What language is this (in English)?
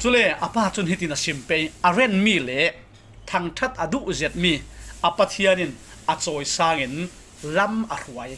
Falam Chin